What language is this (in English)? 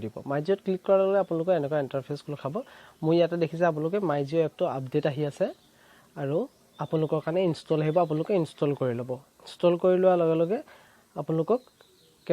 Assamese